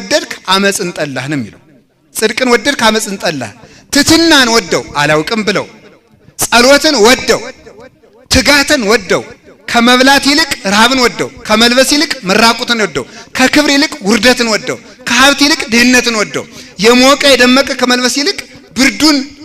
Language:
Amharic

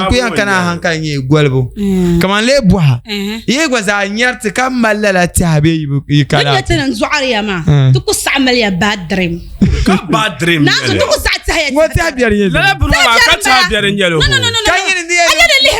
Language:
Dagbani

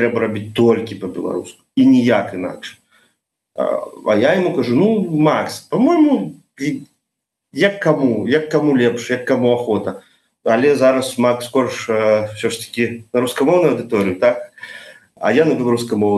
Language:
Belarusian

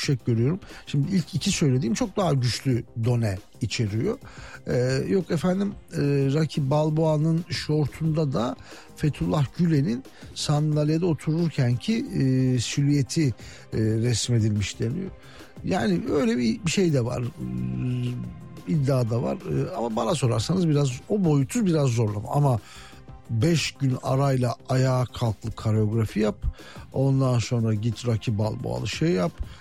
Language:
Turkish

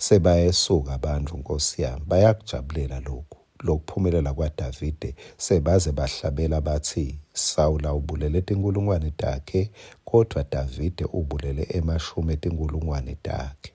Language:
Swati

